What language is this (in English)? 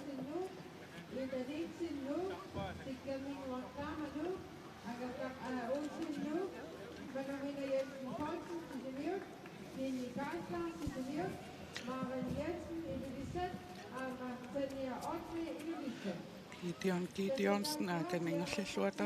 Kalaallisut